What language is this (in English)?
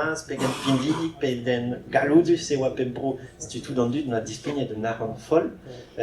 Breton